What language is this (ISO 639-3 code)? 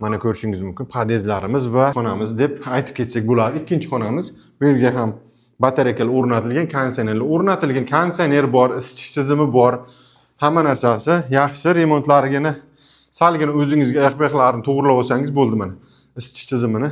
uzb